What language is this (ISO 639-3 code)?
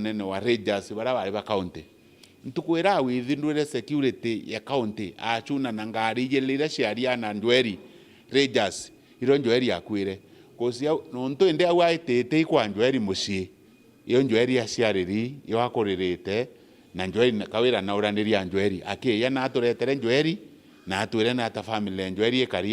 mer